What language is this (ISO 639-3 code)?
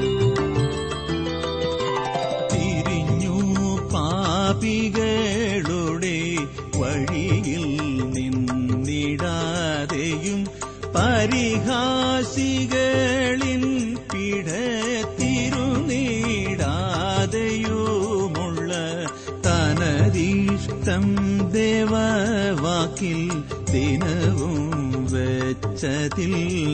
mal